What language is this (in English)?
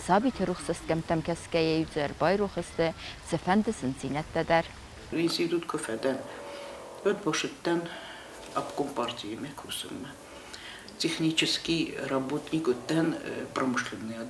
Ossetic